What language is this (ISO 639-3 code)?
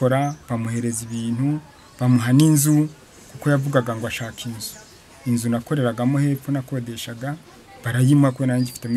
kin